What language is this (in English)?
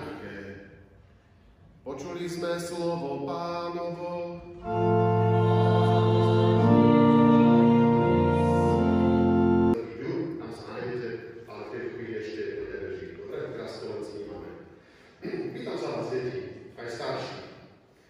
Slovak